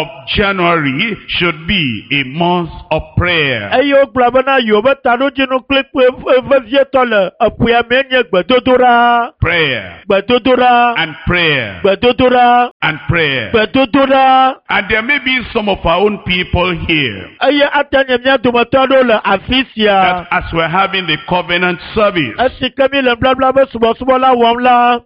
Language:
Ewe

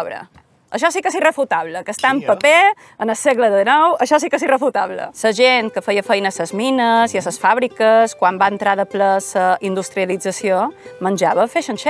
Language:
Catalan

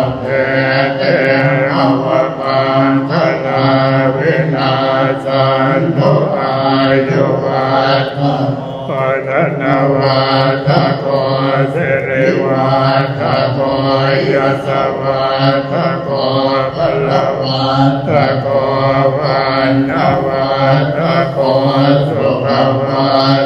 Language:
Pali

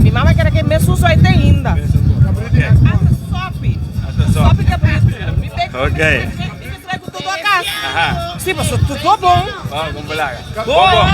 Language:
Papiamento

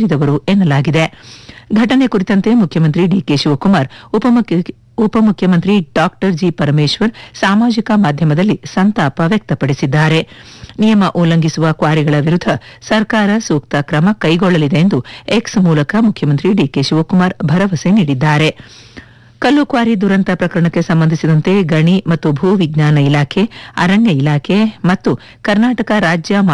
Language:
Kannada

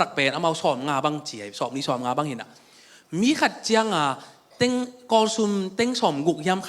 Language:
Tedim Chin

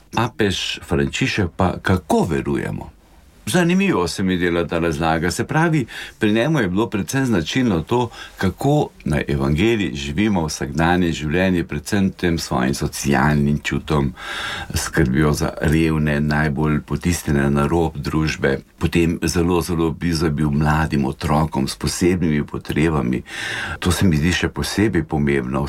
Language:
Slovenian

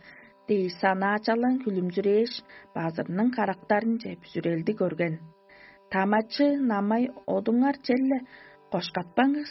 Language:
Tuvinian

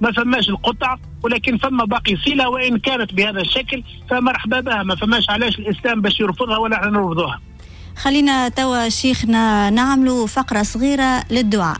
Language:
Tunisian Arabic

